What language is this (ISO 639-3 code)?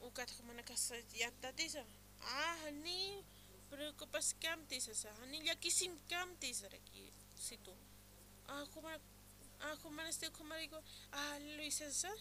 aym